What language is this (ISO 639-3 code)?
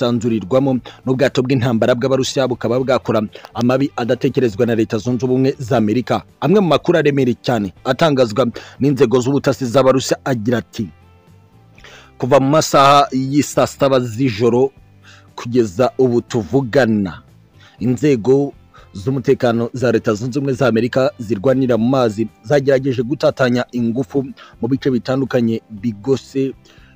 kin